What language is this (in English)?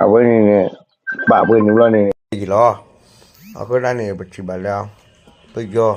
S'gaw Karen